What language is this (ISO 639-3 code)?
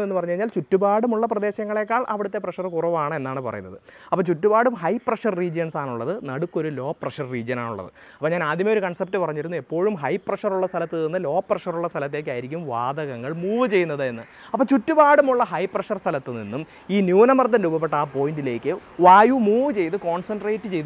mal